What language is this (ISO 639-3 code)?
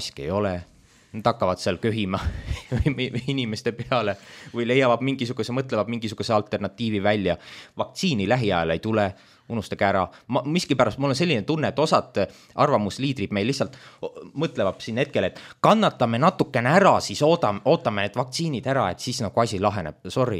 est